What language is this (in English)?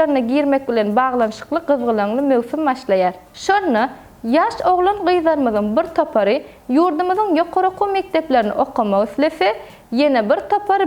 Turkmen